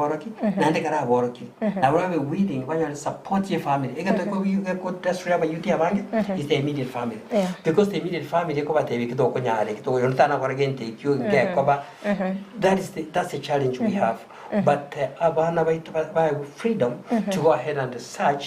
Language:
Gusii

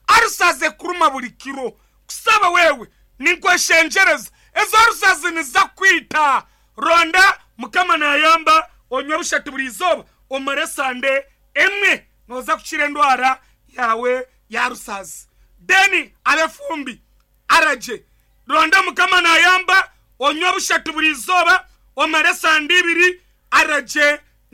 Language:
Nyankole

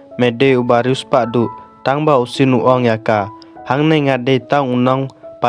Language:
Khasi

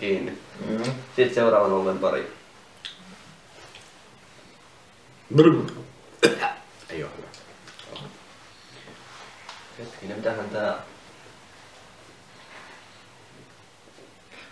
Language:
Finnish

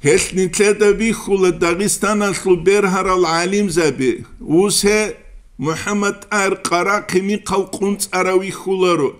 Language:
Avaric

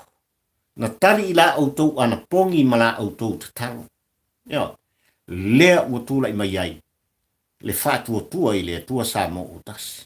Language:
Samoan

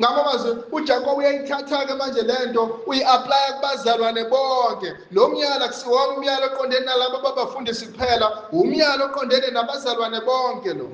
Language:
Zulu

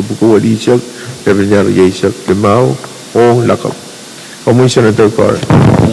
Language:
Pohnpeian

